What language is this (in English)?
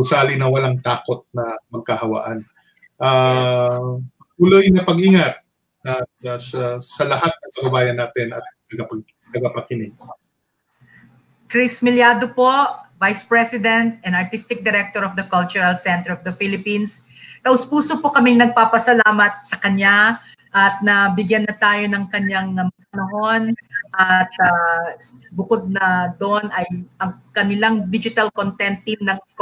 Filipino